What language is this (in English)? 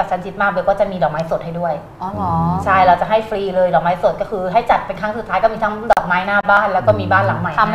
Thai